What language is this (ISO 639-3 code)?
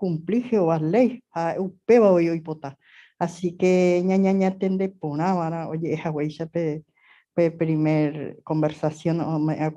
grn